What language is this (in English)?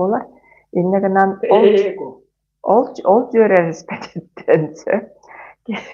Yakut